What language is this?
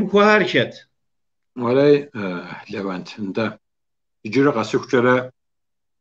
Kabardian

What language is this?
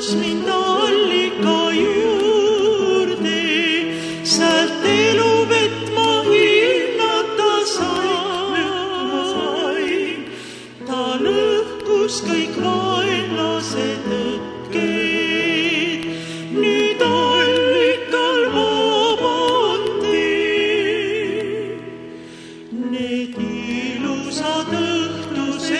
Estonian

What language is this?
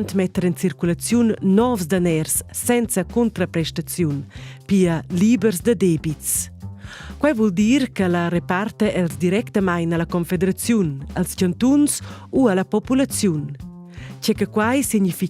Romansh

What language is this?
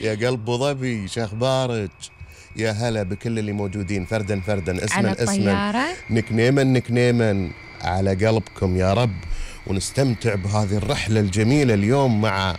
Gulf Arabic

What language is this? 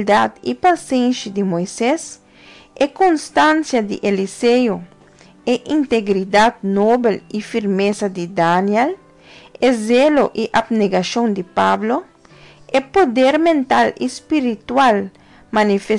Papiamento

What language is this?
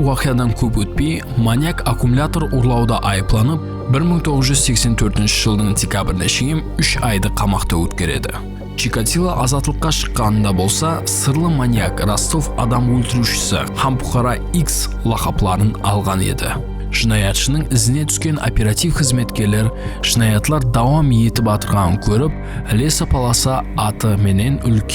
Kara-Kalpak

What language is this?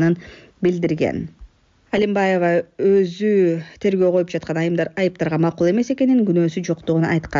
Kyrgyz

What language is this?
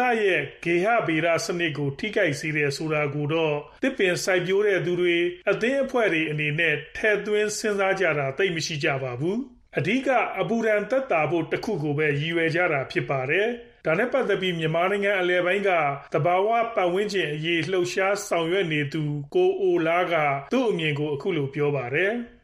Burmese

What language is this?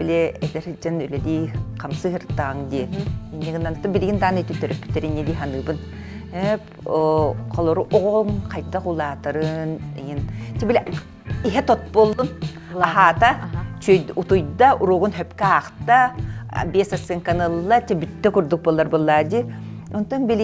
Yakut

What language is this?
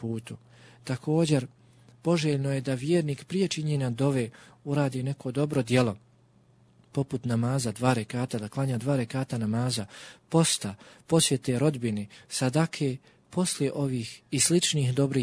Bosnian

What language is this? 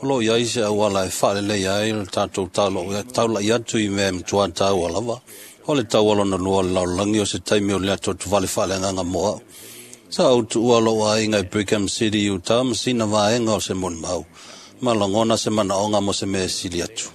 Samoan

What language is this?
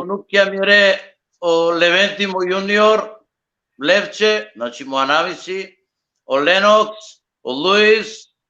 Balkan Romani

